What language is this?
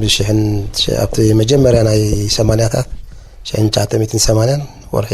Tigrinya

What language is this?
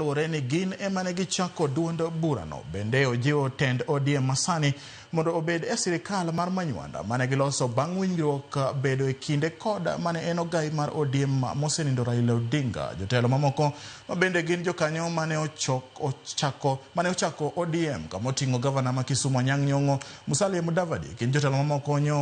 Luo (Kenya and Tanzania)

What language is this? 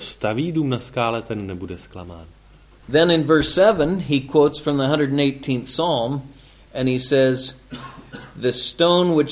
Czech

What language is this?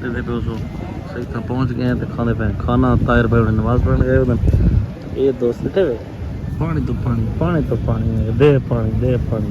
Saraiki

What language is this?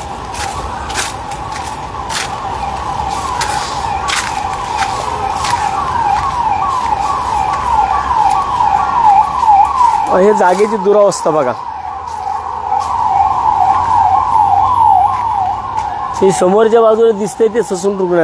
Marathi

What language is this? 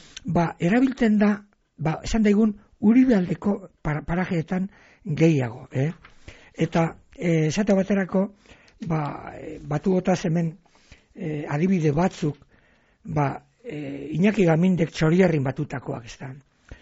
Basque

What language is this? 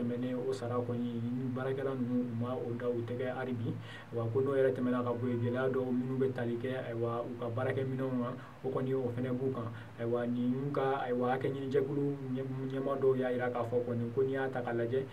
Bambara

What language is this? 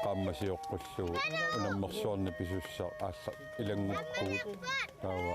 Kalaallisut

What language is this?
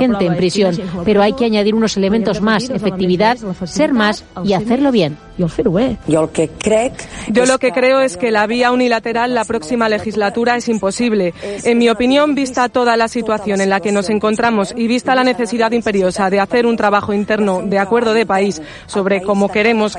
Spanish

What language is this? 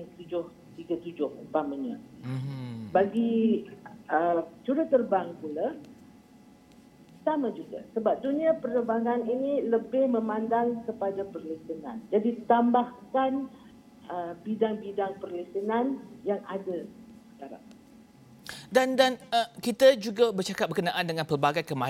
Malay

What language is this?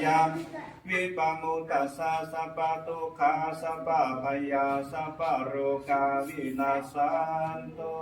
Pali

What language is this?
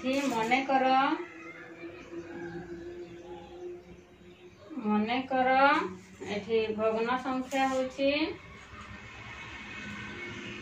Odia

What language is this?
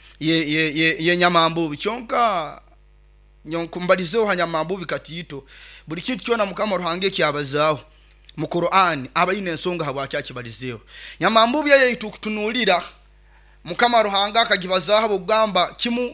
Nyoro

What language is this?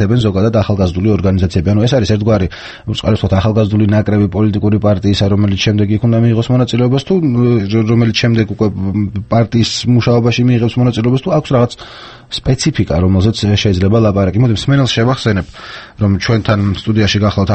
Georgian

